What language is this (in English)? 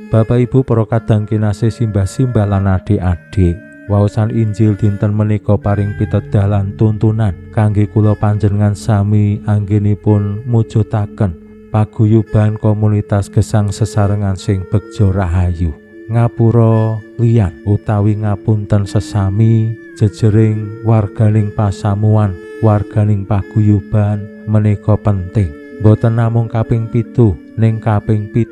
Javanese